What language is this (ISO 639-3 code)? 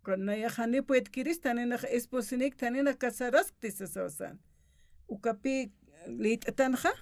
aym